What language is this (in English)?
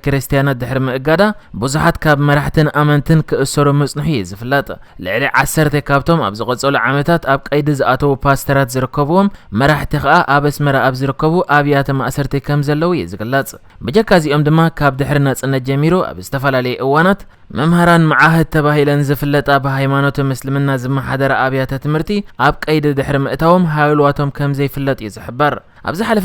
Tigrinya